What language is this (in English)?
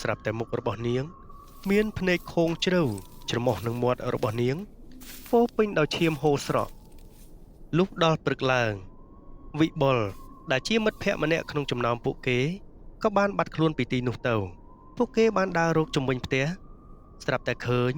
Khmer